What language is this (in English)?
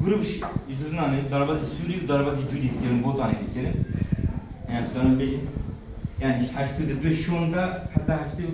Kurdish